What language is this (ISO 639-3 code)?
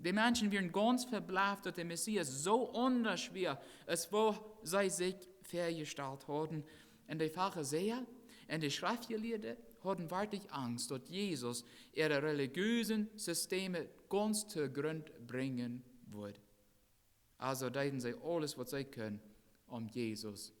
pdt